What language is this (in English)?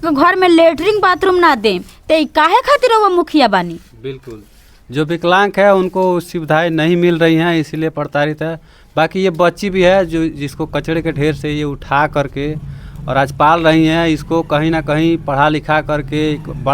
Bhojpuri